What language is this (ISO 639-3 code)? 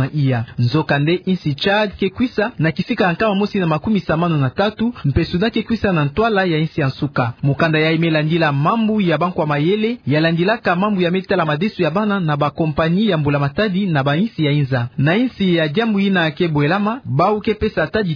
ktu